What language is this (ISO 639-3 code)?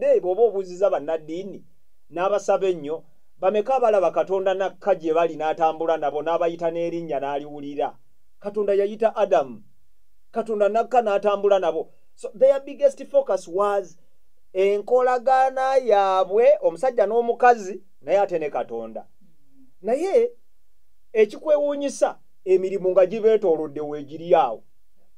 lug